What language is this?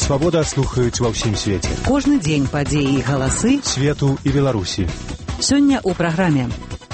Belarusian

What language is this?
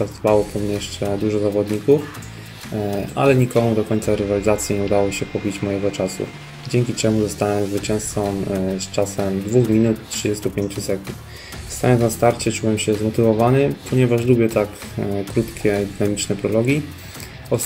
Polish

